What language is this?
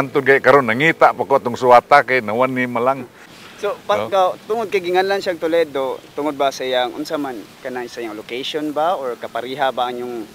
Cebuano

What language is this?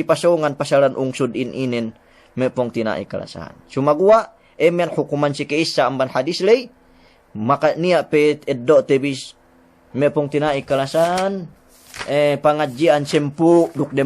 Yakan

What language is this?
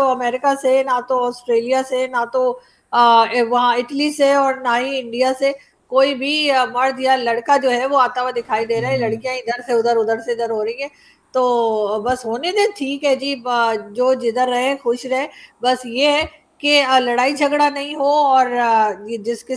Urdu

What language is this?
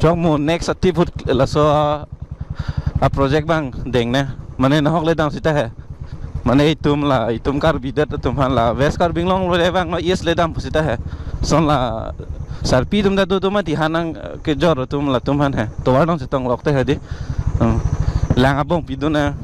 Karbi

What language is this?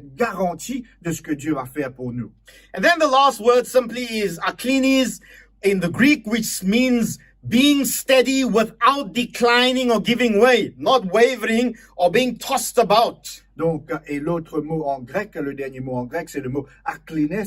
Morisyen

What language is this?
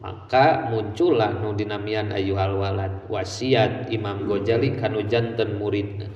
Sundanese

